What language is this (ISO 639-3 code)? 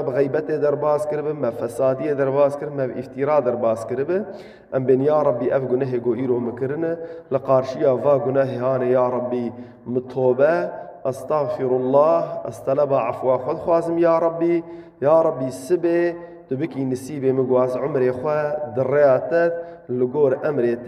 kur